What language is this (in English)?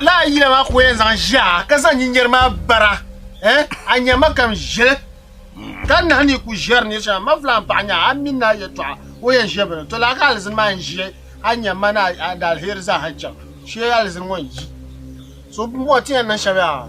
Dagbani